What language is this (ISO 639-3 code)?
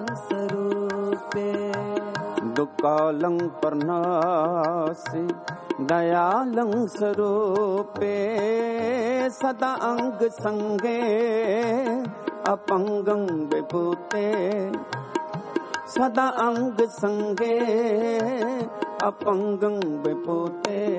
pan